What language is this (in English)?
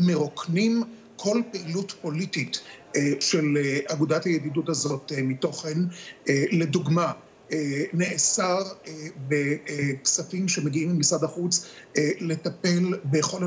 Hebrew